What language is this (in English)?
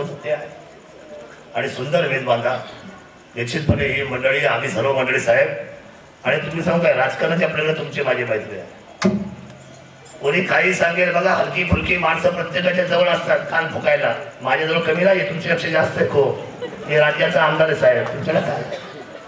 Marathi